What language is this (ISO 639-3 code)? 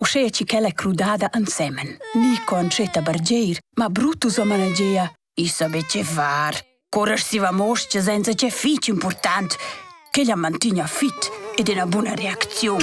roh